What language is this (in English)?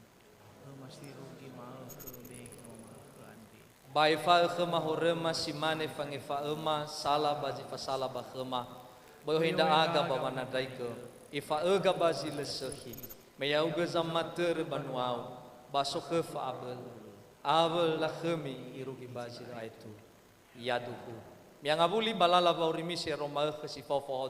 Nias